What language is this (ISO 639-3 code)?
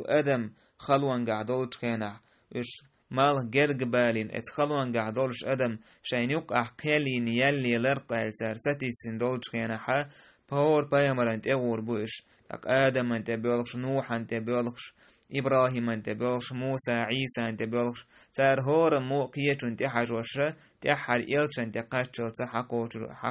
che